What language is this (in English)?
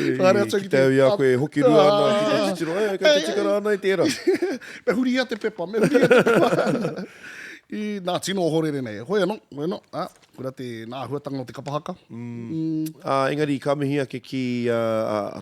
Māori